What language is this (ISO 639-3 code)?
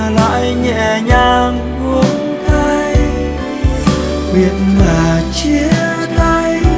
vie